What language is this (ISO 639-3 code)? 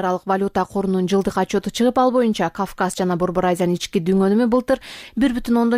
kir